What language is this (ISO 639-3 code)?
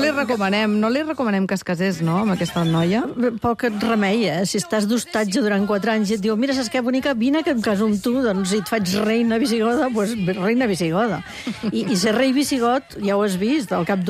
cat